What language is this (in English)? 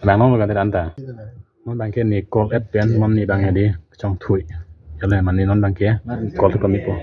Karbi